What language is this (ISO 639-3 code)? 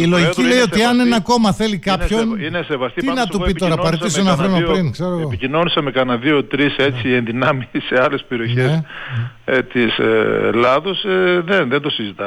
ell